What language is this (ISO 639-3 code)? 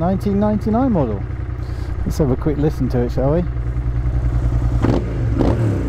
eng